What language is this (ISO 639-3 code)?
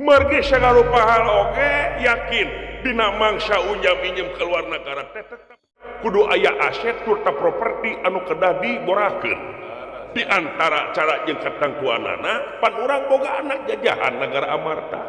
sun